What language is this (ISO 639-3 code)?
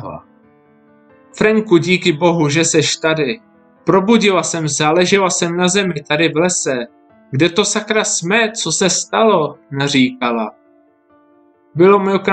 ces